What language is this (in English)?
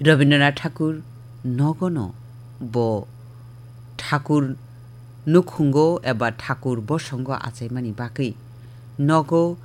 Kok Borok